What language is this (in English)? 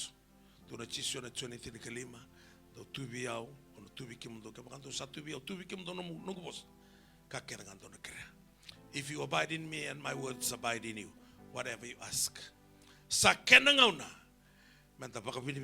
Fijian